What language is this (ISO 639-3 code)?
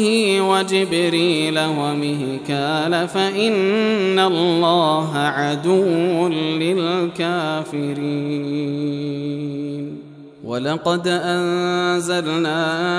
ara